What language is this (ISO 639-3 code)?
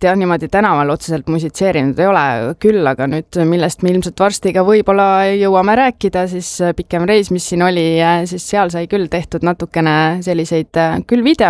est